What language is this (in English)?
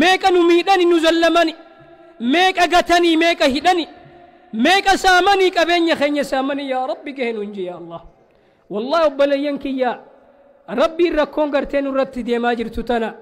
Oromo